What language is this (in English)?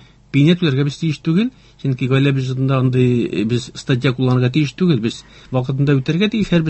Tatar